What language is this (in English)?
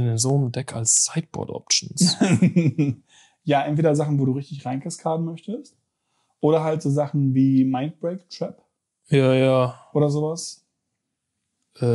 German